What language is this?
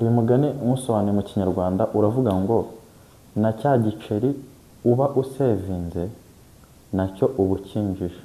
Kinyarwanda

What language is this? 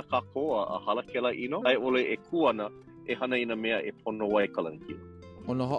Hawaiian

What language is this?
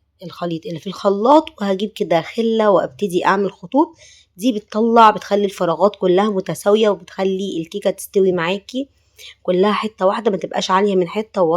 Egyptian Arabic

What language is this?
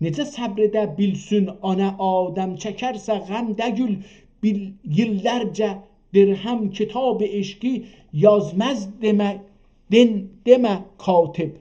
South Azerbaijani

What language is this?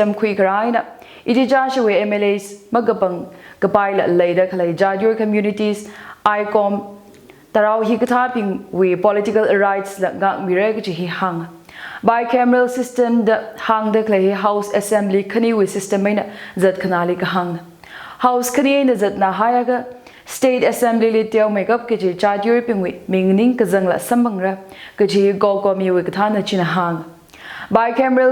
Tangkhul Naga (India)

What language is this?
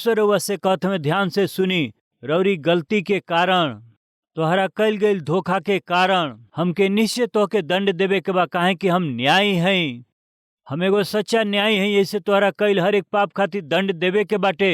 Bhojpuri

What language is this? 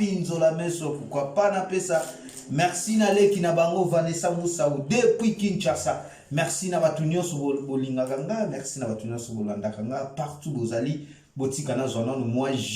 Lingala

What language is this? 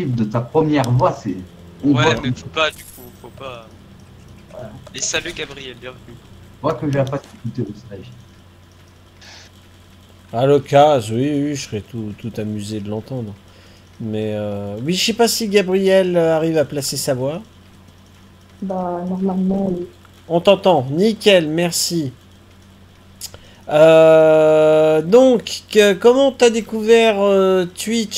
French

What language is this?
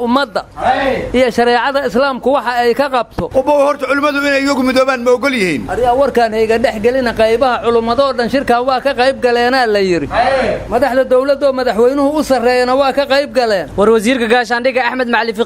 Somali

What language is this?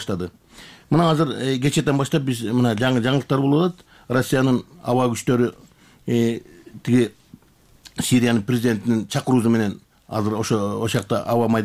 Kyrgyz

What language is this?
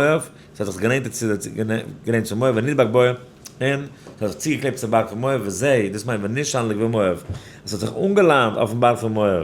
Yiddish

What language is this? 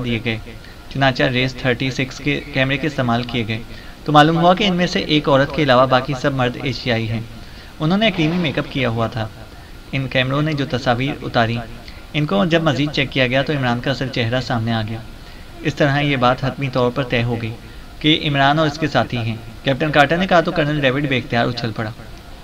Urdu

